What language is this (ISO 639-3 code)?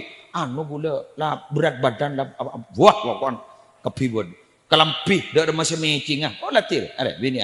mad